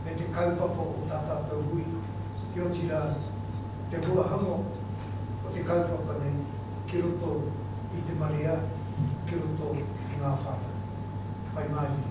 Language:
Māori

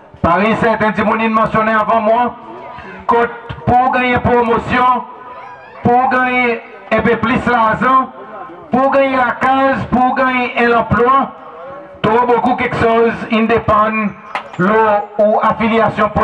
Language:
Seselwa Creole French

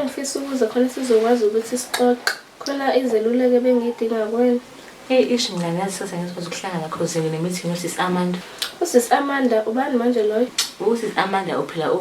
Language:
Zulu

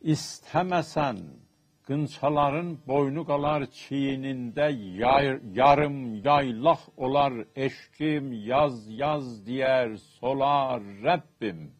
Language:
South Azerbaijani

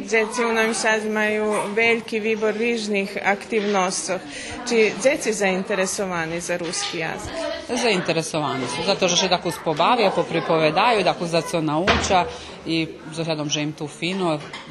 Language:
Rusyn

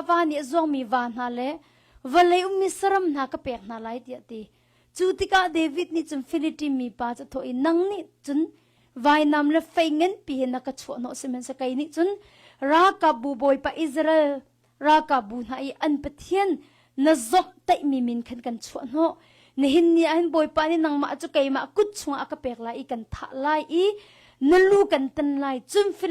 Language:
Hakha Chin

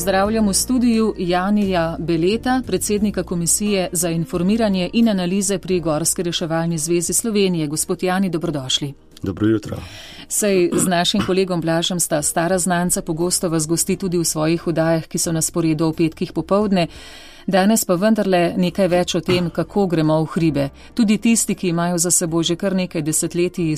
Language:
Slovenian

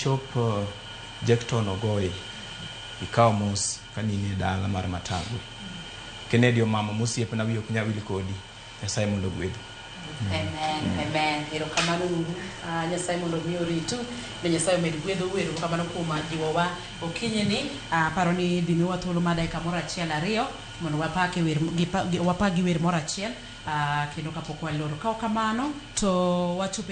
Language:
Luo (Kenya and Tanzania)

